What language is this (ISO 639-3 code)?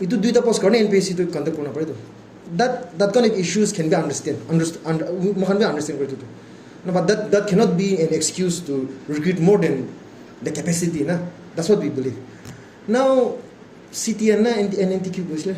nag